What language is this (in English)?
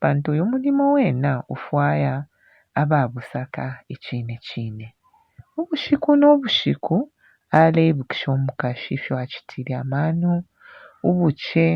Bemba